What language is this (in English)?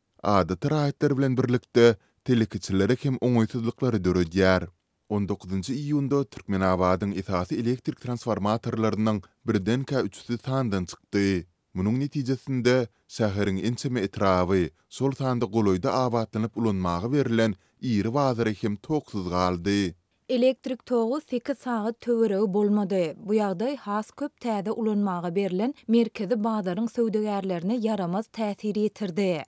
Turkmen